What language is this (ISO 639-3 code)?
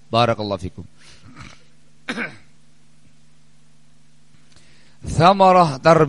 ind